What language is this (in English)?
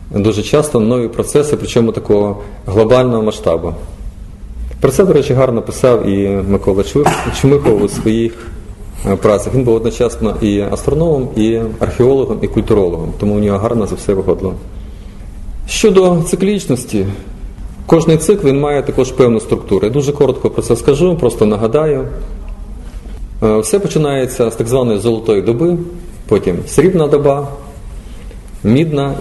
Ukrainian